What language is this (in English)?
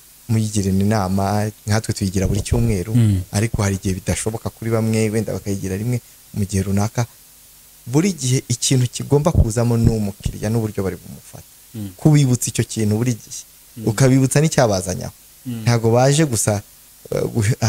Kinyarwanda